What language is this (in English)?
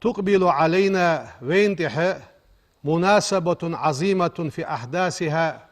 Ingush